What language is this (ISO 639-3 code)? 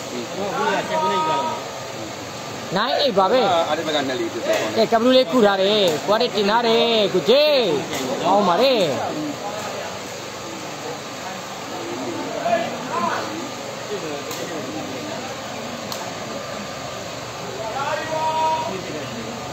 mya